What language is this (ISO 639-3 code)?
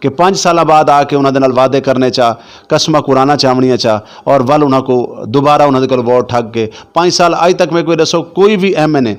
skr